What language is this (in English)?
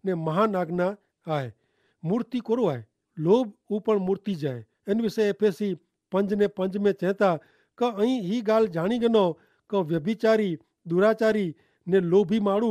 Kachhi